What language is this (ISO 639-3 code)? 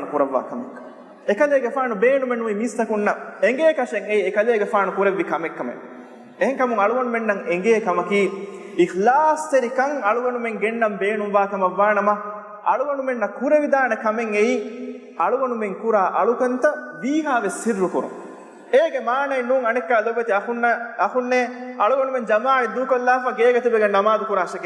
div